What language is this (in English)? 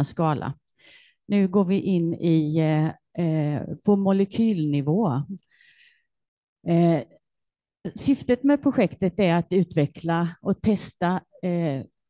Swedish